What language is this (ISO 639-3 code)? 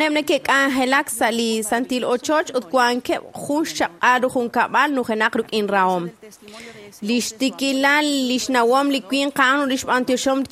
kek